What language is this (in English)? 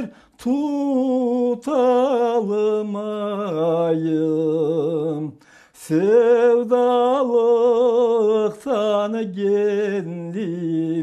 Crimean Tatar